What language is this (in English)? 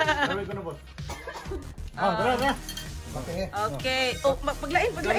Filipino